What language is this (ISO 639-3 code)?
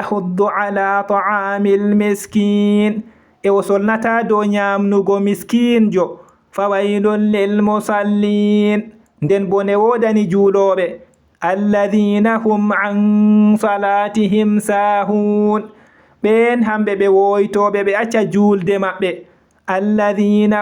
ful